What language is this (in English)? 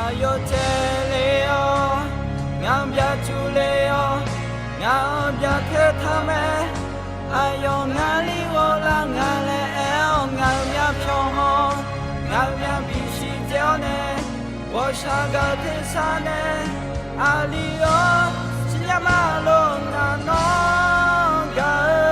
Akha